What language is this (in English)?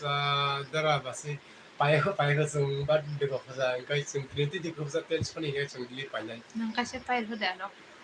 Kok Borok